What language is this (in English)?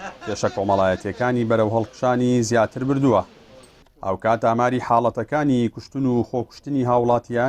Central Kurdish